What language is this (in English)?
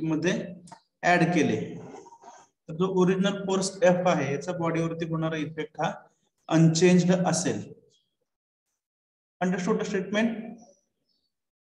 Marathi